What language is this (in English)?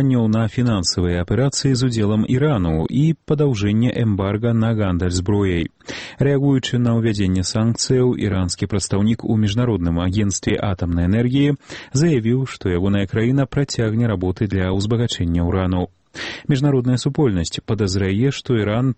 Belarusian